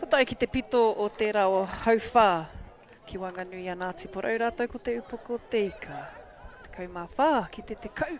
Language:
Māori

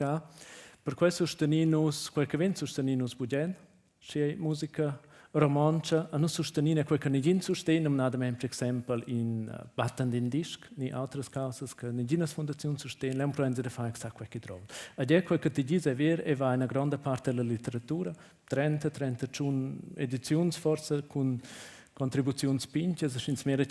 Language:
Romansh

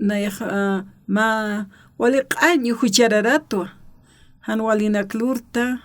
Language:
Aymara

